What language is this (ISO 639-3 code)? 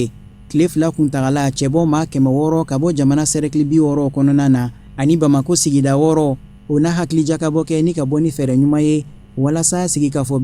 bam